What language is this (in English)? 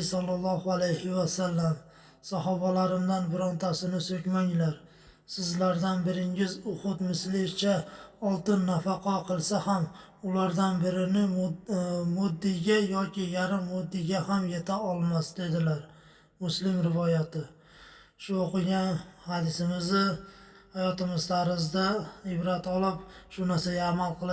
Uzbek